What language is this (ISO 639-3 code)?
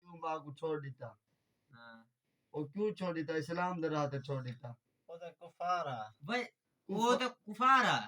skr